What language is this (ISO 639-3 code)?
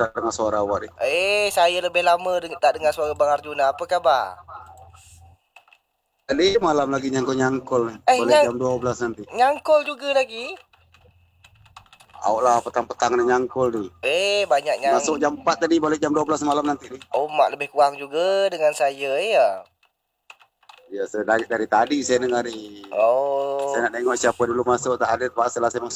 msa